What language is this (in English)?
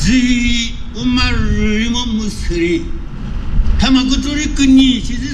Chokri Naga